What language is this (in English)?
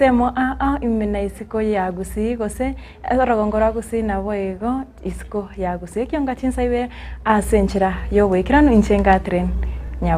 Gusii